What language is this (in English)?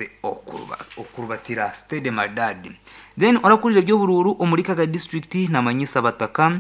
Nyankole